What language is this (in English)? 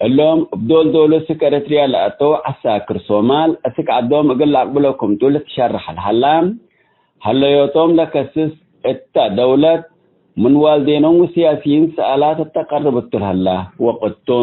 Tigre